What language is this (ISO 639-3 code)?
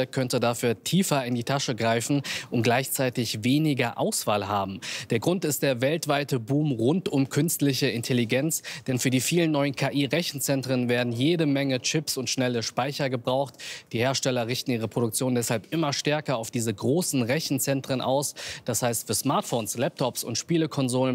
deu